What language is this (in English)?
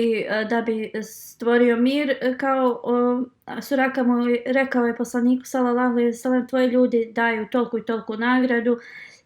Bosnian